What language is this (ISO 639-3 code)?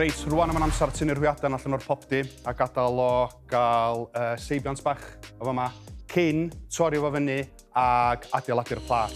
cym